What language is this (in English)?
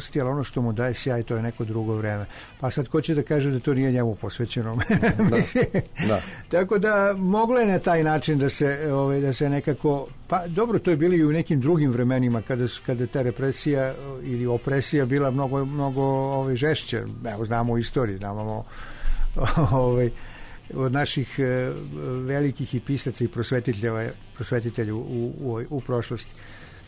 Serbian